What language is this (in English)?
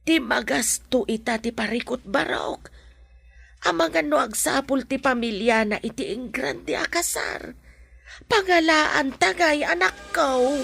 Iloko